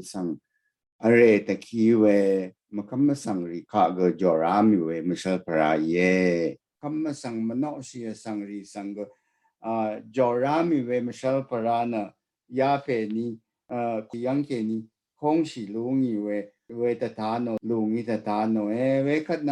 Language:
Rawang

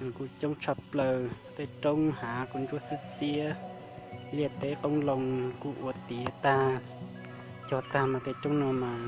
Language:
Hmong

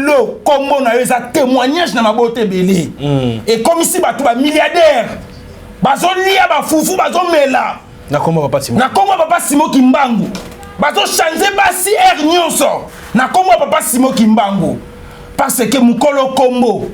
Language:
Lingala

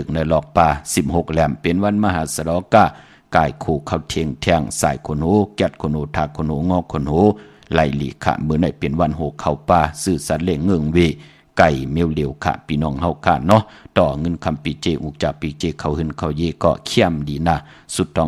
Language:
Shan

